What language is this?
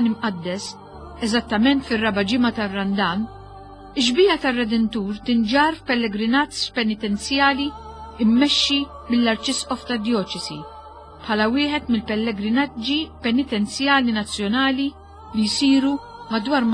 Maltese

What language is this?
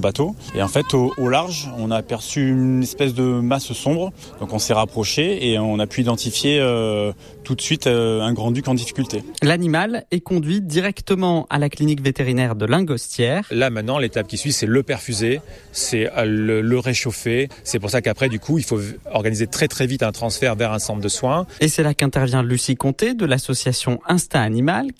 French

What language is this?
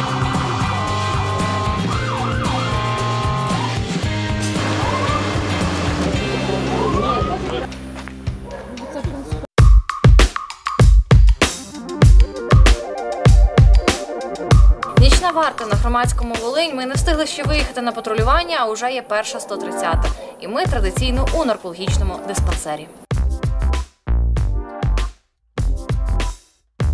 Ukrainian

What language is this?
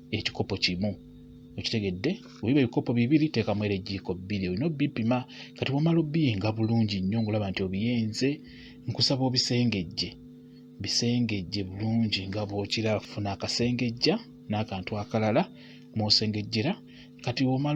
Ganda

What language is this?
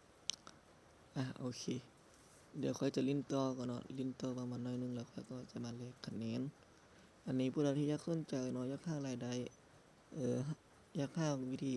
Lao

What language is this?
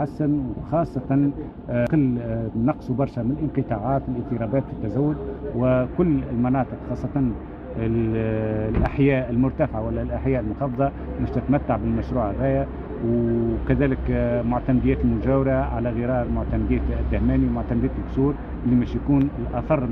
Tunisian Arabic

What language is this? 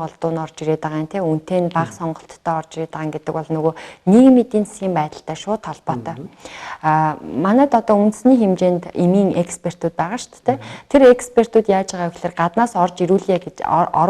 Mongolian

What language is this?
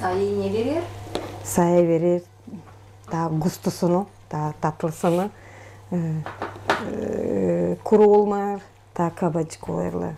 Gagauz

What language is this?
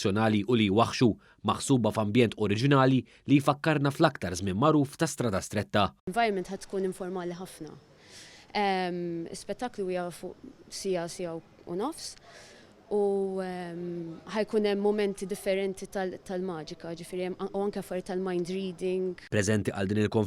Maltese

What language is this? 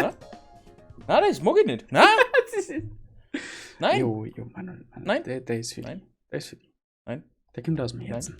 Bavarian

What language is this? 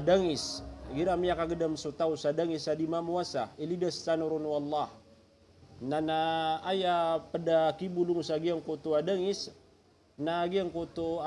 Maranao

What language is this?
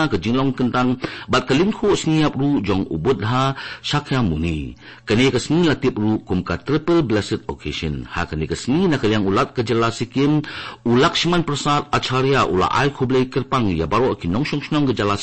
Khasi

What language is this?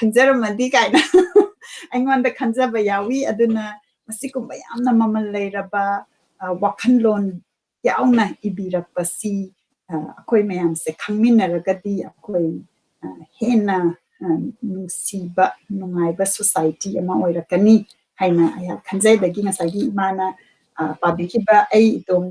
Manipuri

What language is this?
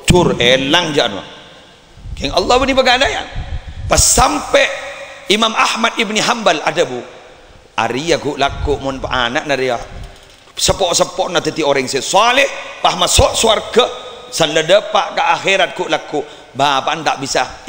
Madurese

